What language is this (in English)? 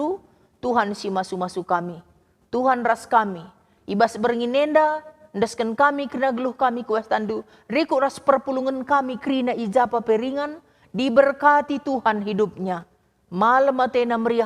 Batak Karo